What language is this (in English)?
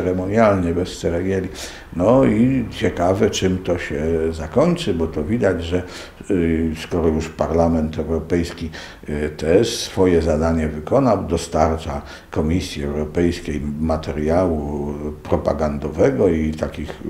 Polish